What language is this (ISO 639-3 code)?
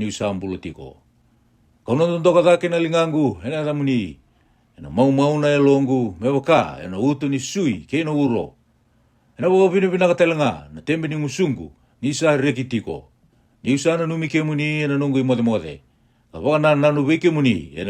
fij